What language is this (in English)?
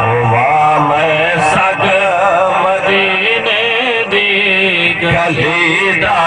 Saraiki